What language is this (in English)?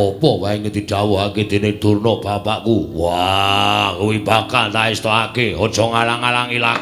Javanese